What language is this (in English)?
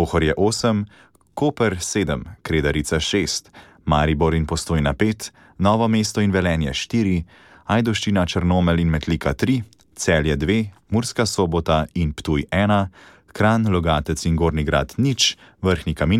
Slovenian